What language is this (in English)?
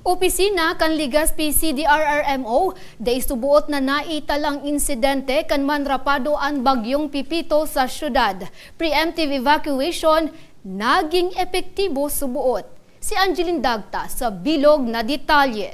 Bikol